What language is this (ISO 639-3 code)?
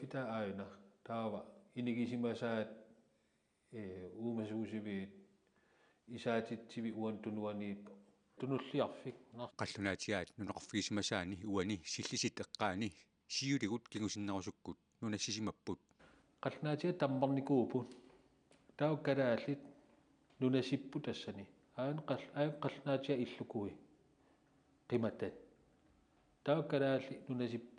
kal